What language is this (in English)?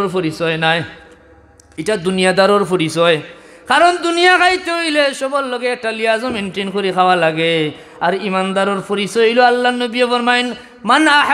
Sylheti